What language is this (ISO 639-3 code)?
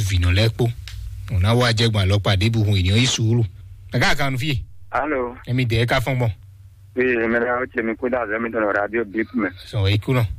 fon